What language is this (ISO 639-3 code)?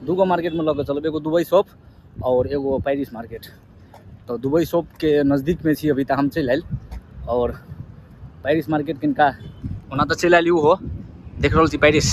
mai